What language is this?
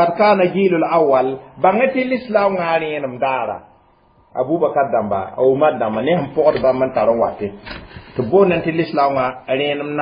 Mossi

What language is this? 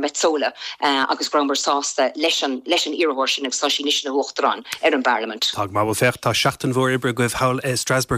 Irish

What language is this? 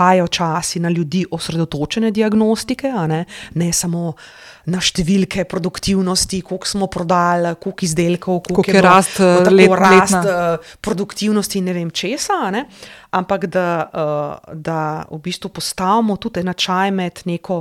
Slovenian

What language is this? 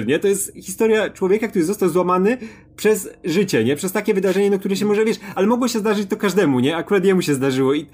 Polish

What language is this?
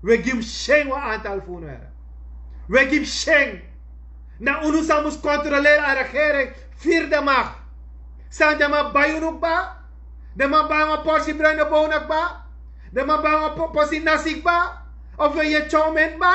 Sranan Tongo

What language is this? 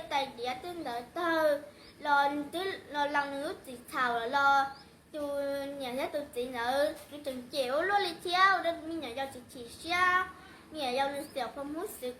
Hmong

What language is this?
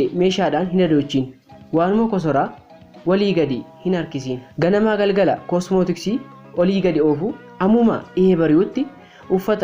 Oromo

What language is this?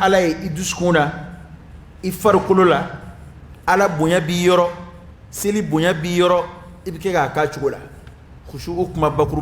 Dyula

